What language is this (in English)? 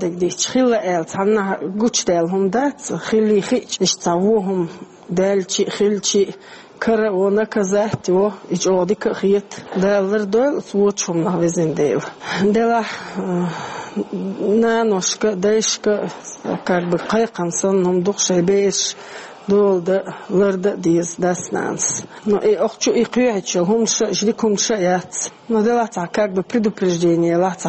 Chechen